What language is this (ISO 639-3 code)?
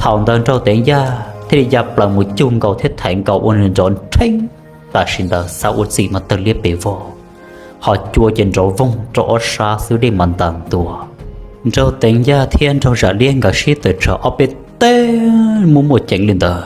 hmn